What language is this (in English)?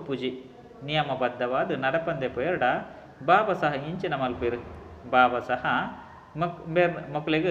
Tulu